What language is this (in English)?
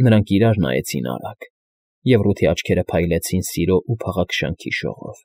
Armenian